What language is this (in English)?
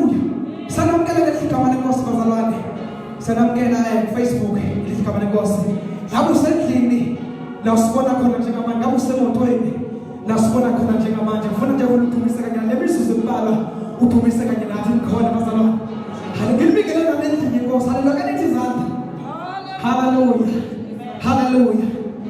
Xhosa